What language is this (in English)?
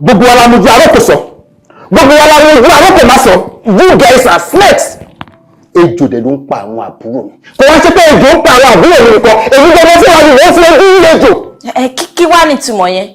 Yoruba